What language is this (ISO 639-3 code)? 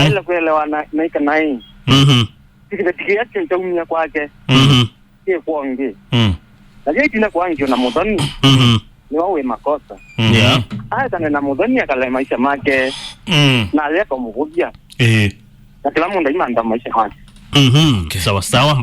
kam